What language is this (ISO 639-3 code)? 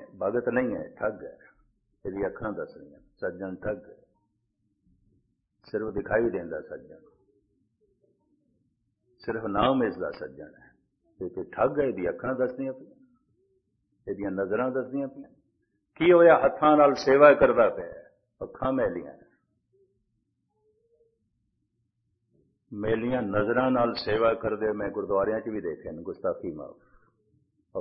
pan